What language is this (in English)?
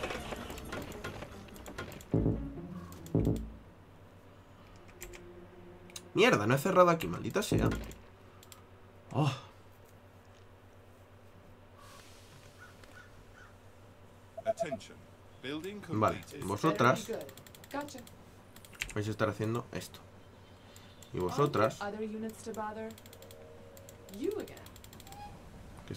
Spanish